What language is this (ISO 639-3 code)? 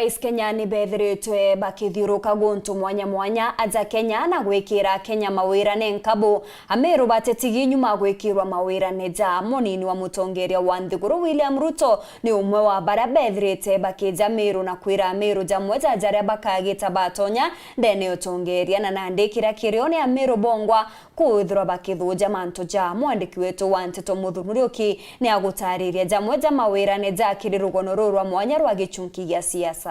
mer